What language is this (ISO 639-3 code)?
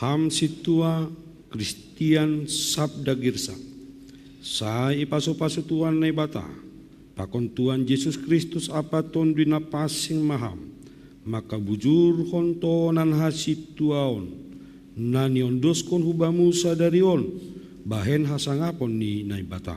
bts